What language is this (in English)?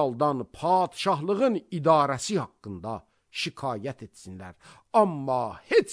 Azerbaijani